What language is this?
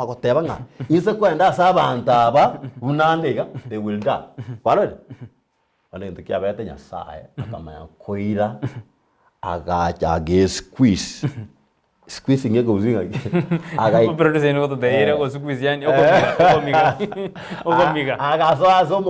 Gusii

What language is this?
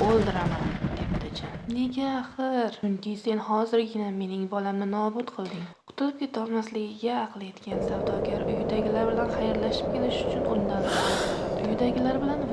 Uzbek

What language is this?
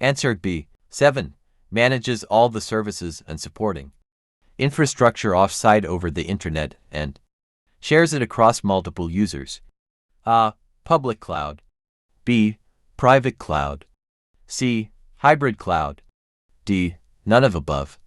English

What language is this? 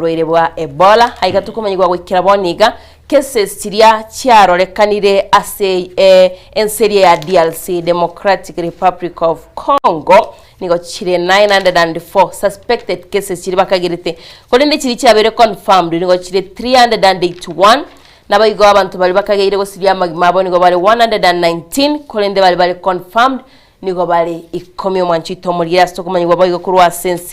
Gusii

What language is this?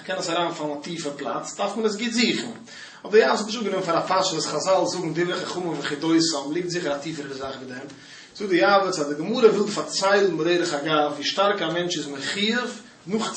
Yiddish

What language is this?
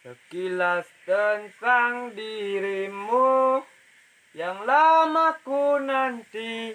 Minangkabau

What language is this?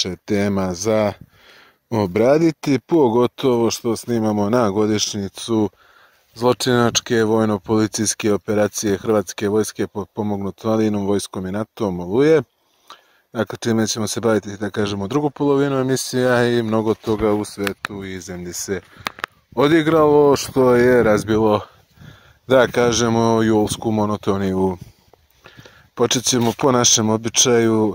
Serbian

